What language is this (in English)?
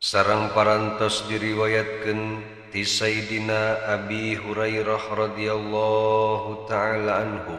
Sundanese